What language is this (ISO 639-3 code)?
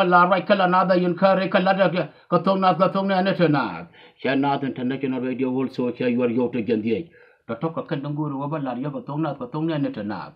nus